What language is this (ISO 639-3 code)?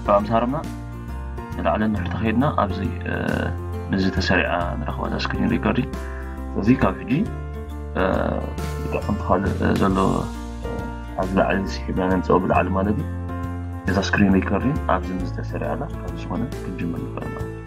tir